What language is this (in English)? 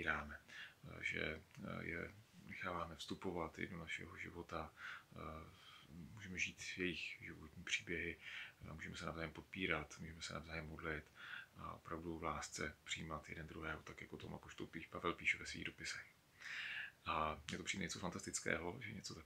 Czech